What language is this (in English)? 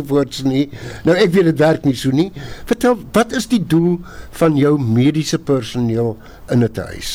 Afrikaans